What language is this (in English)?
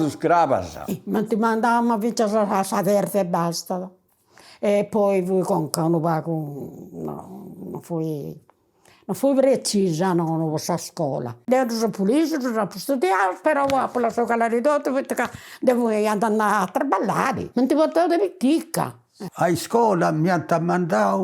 Sardinian